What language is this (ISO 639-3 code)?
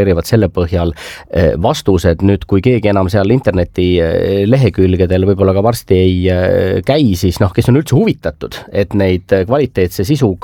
est